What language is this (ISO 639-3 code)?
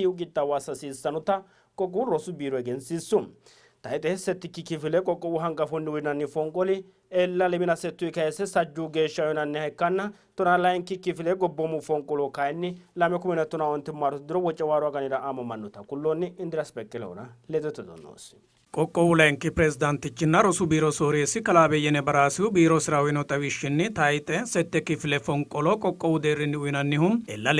sid